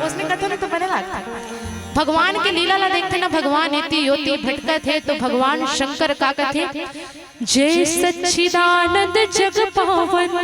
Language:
Chhattisgarhi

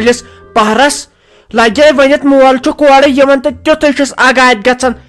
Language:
Kashmiri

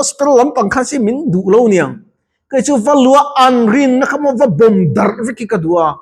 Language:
Mizo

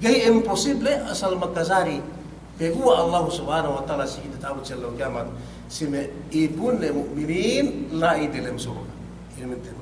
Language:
Yakan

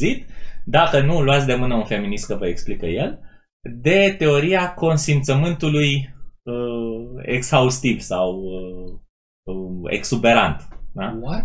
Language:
Romanian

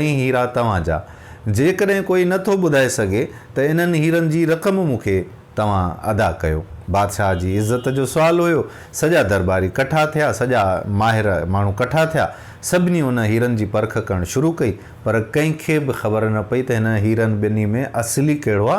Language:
Sindhi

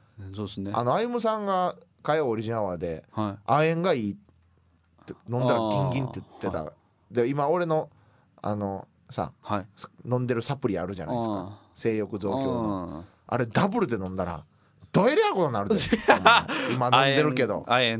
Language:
Japanese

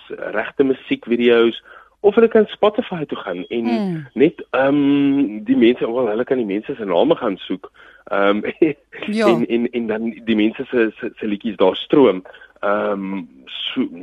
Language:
Afrikaans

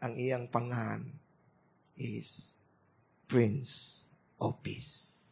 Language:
Cebuano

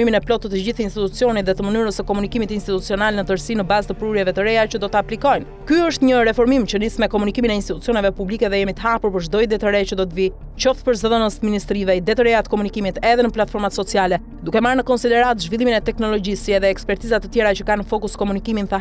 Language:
Albanian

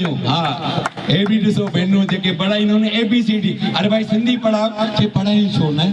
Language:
Sindhi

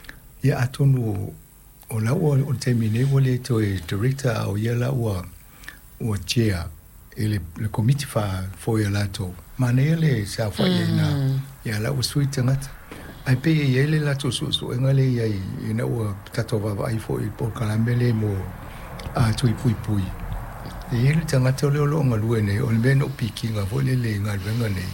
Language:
Samoan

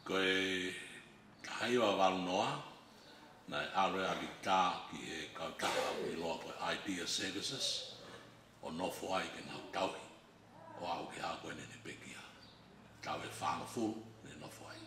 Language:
Tongan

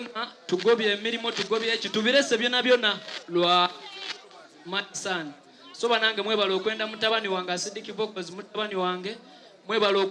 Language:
Soga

